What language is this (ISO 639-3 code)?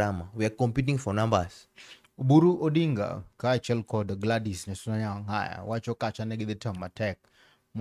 luo